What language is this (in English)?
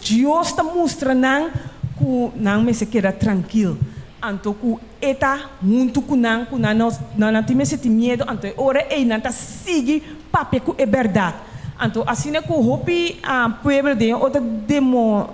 Papiamento